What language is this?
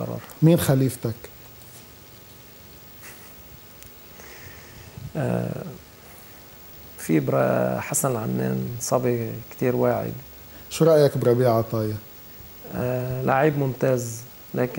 North Levantine Arabic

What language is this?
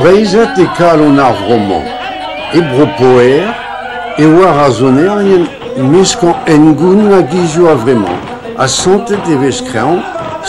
Breton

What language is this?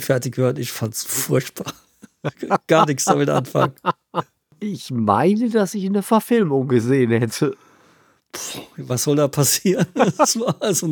German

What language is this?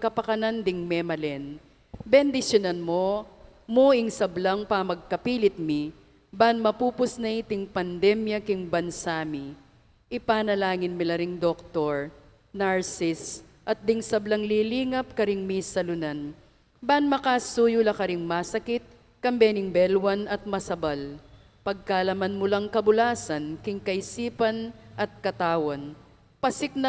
Pampanga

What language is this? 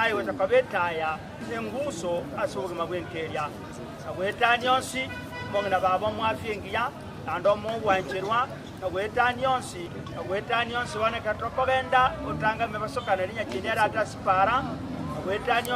Gusii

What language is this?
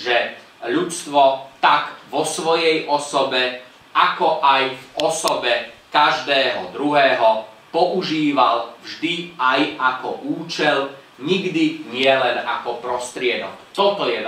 Slovak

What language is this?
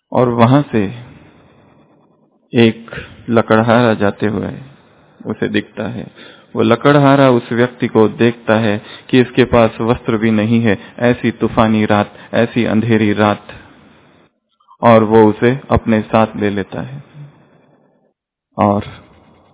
Hindi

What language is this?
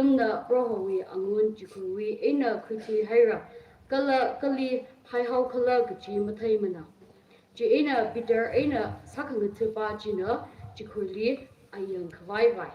Tangkhul Naga (India)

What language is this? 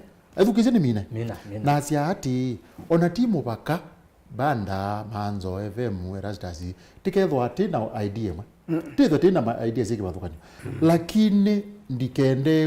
Kamba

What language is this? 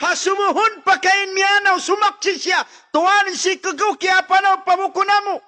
Tausug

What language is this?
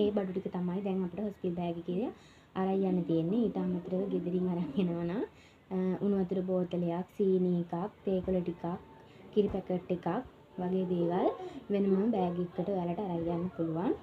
Sinhala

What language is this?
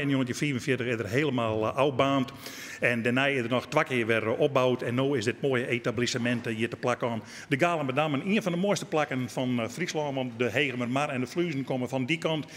Western Frisian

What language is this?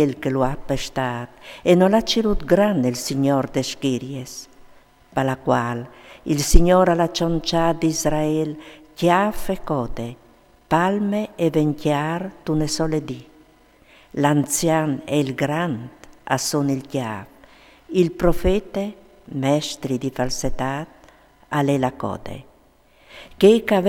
Friulian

